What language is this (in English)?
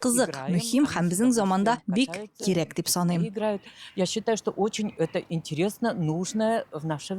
Tatar